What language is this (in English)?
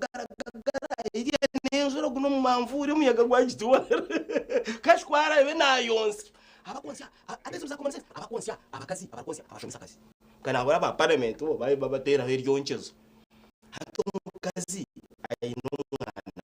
Nyankole